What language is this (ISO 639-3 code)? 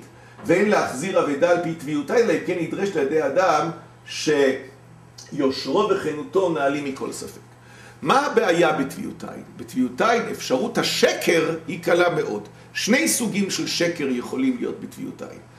heb